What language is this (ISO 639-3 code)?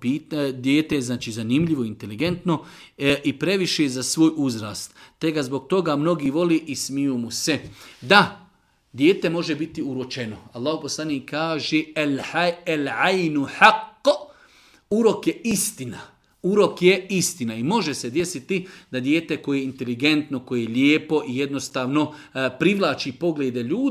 bos